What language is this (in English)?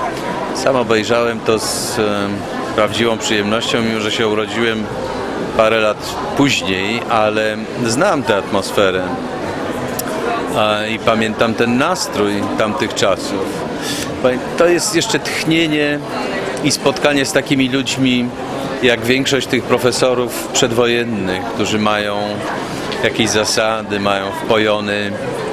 Polish